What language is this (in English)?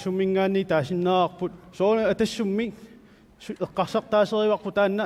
Kalaallisut